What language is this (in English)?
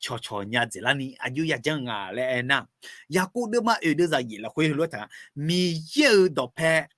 Akha